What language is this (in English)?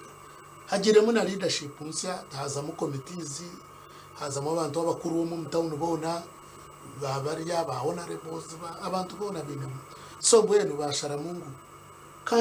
Nyankole